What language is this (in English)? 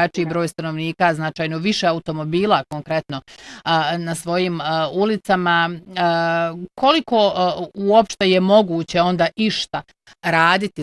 Bosnian